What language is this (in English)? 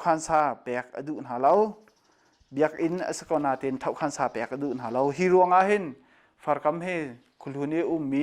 Hakha Chin